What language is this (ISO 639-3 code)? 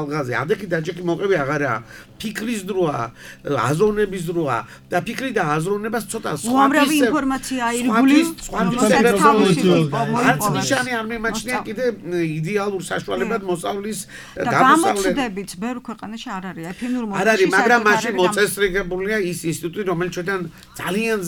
kat